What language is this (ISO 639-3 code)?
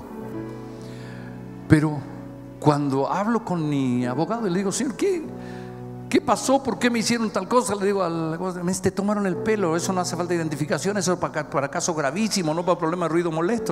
spa